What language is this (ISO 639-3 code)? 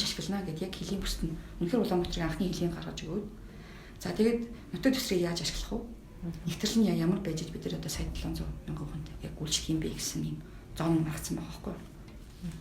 mon